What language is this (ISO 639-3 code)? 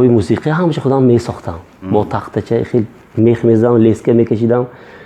tgk